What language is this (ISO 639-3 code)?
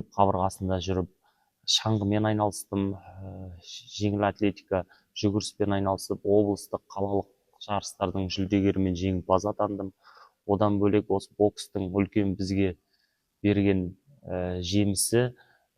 kaz